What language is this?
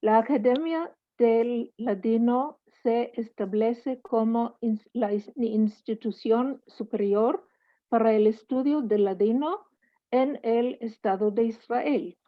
Ladino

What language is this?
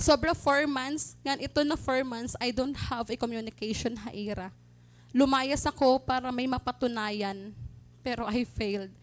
Waray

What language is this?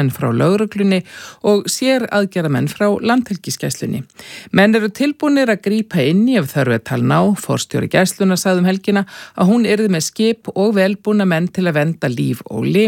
Icelandic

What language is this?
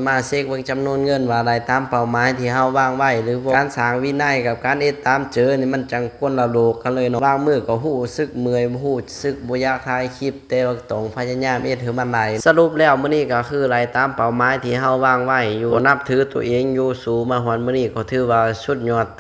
Lao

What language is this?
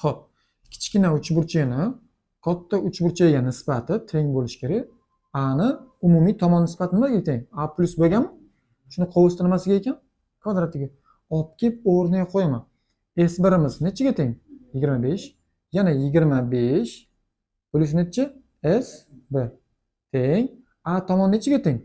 Uzbek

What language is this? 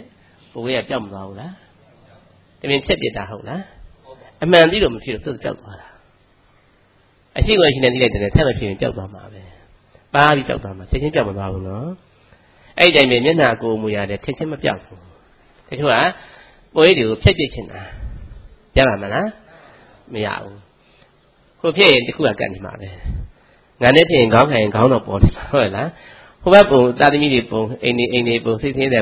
Burmese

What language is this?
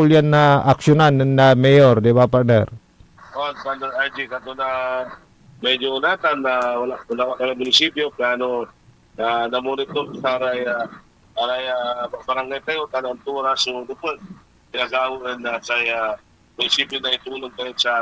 Pangasinan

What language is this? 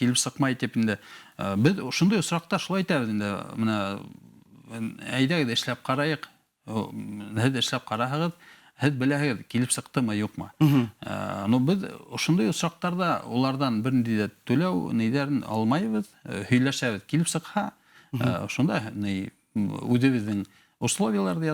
Bashkir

